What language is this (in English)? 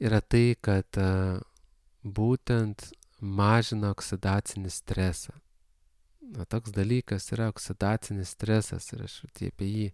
Lithuanian